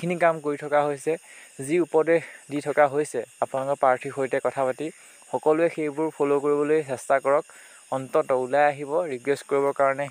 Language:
Assamese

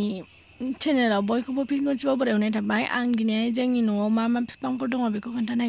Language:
Bodo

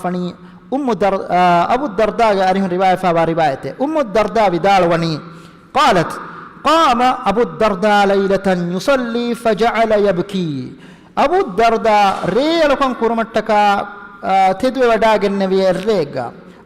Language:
Divehi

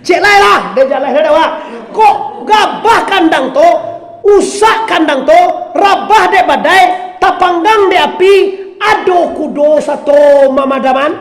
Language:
Minangkabau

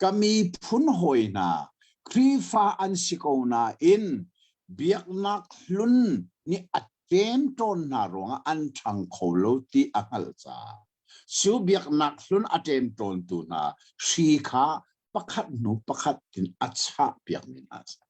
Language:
Hakha Chin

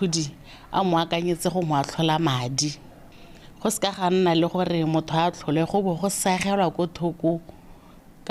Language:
Tswana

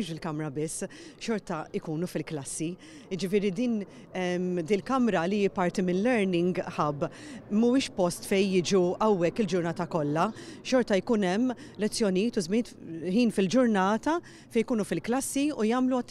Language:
Maltese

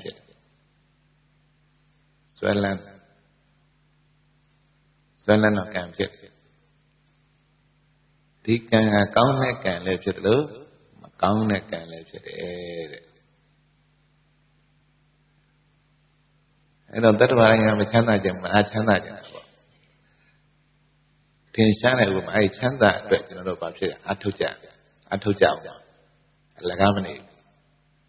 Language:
Burmese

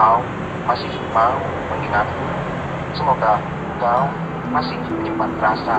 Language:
Betawi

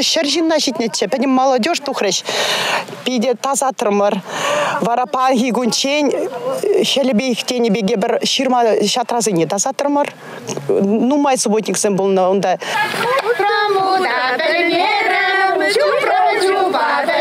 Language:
Chuvash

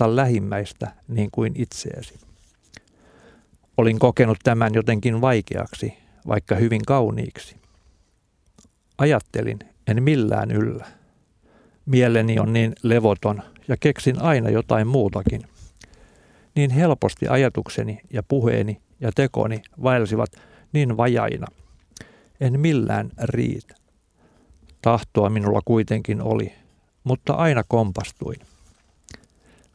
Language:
Finnish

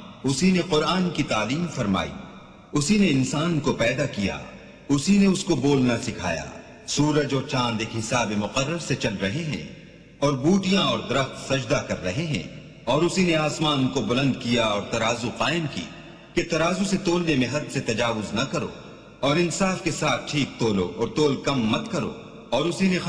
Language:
Urdu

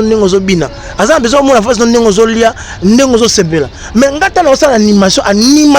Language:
Lingala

